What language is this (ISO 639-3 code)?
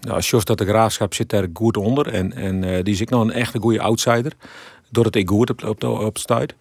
fry